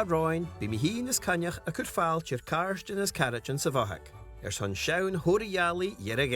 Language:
Scottish Gaelic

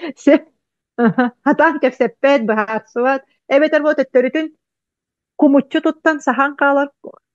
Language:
Yakut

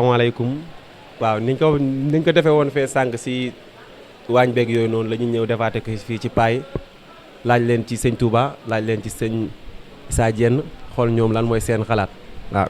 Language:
Wolof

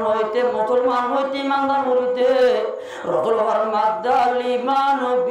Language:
Rohingya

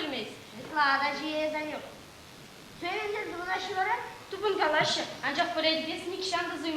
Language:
Chuvash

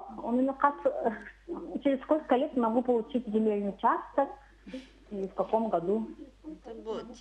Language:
Yakut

